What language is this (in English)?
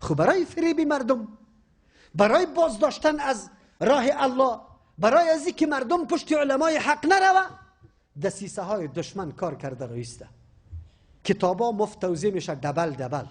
Persian